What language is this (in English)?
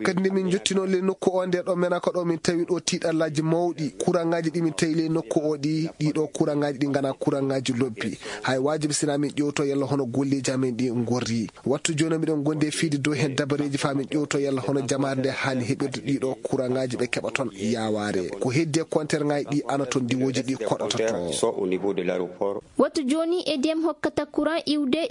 Fula